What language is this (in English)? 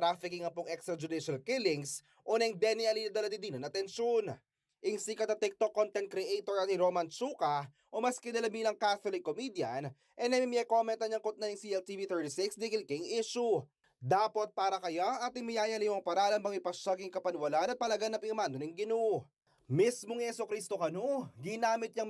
Pampanga